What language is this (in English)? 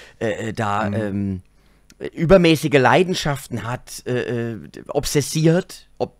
German